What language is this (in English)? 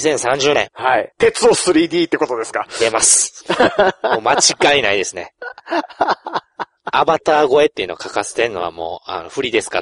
Japanese